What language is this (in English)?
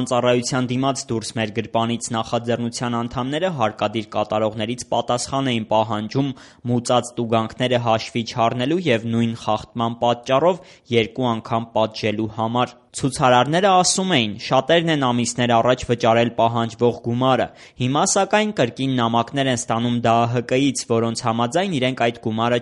Armenian